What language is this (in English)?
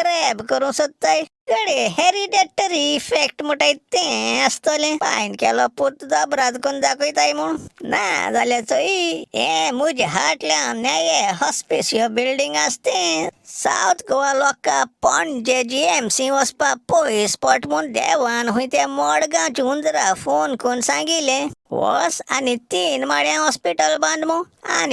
Konkani